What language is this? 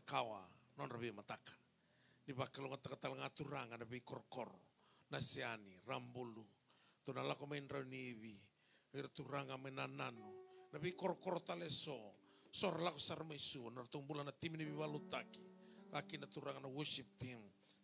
Fijian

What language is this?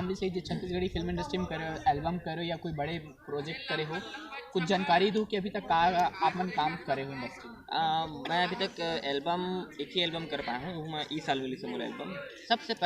Chhattisgarhi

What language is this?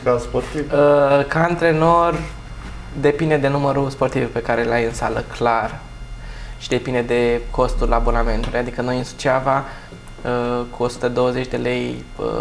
Romanian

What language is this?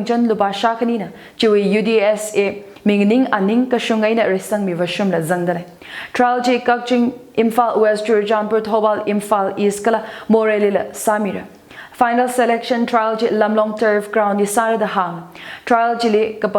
Tangkhul Naga (India)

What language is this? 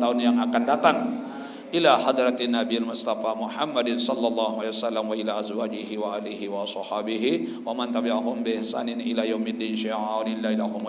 Sasak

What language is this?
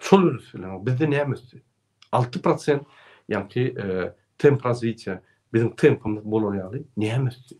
Turkmen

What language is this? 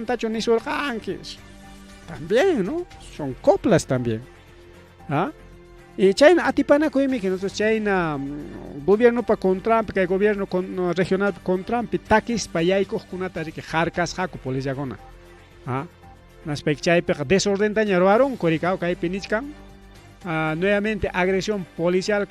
Ayacucho Quechua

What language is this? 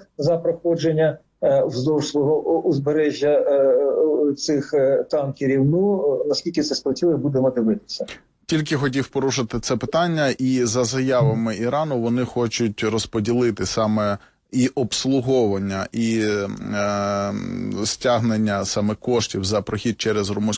Ukrainian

